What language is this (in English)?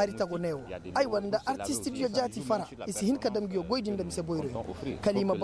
Koyraboro Senni